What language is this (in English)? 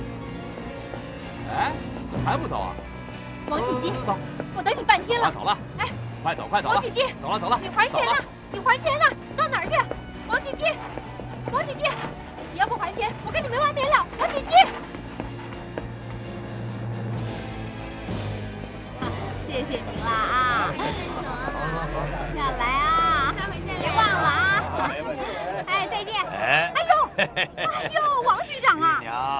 Chinese